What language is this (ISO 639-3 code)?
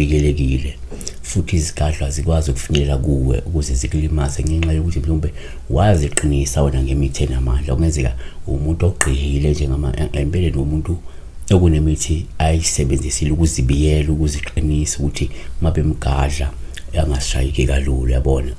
zul